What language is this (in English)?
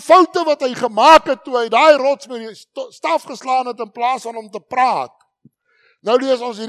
Afrikaans